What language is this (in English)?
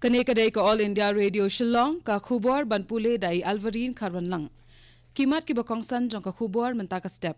Khasi